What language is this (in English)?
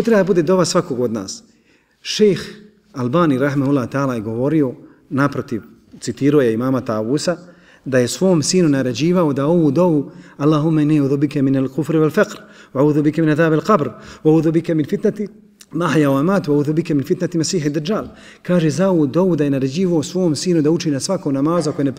Bosnian